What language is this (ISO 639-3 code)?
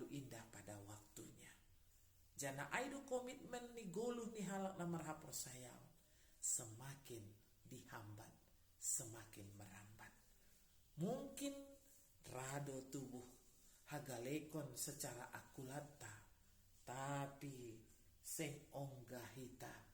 bts